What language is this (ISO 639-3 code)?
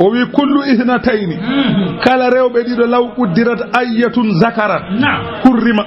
ful